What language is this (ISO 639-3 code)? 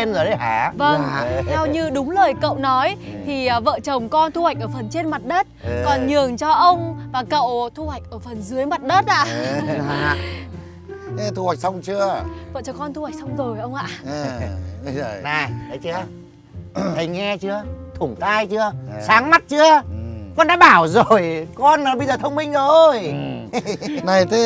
vie